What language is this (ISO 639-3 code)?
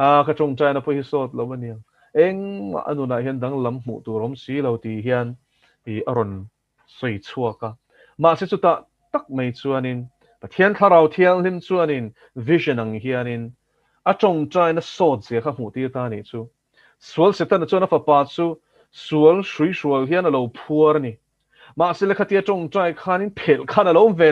lus